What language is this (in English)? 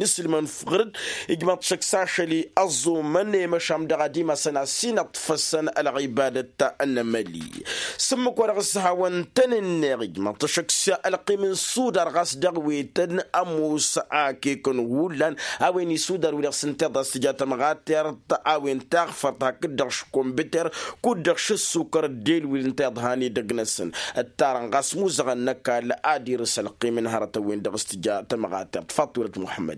Tamasheq